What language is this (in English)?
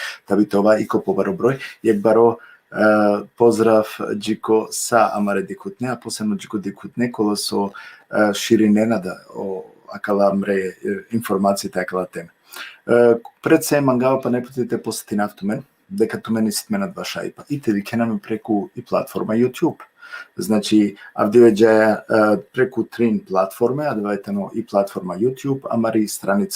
Balkan Romani